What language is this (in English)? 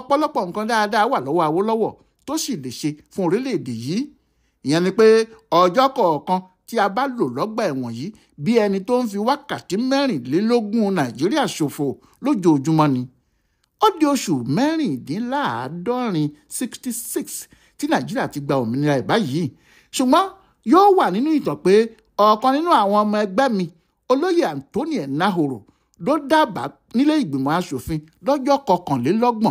Yoruba